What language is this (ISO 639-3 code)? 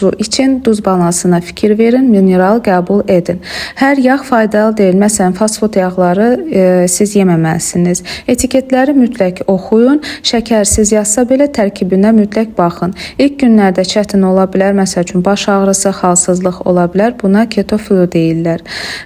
aze